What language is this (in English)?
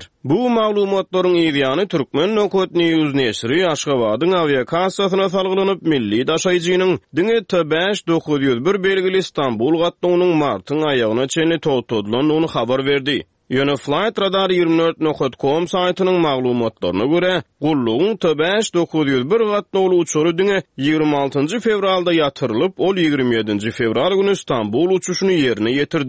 Turkmen